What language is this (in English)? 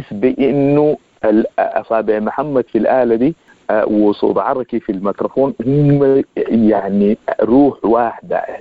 Sudanese Arabic